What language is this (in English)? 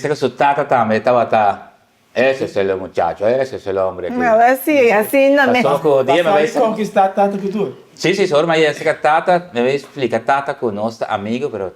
Papiamento